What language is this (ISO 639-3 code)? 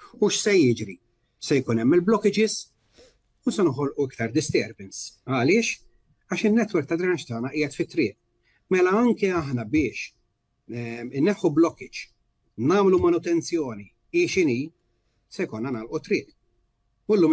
mlt